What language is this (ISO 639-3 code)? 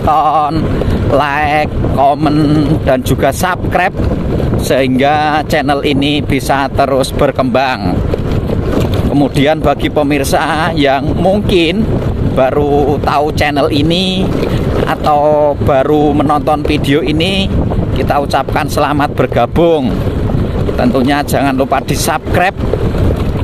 ind